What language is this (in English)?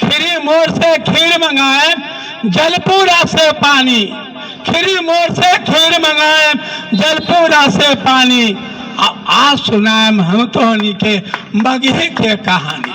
Magahi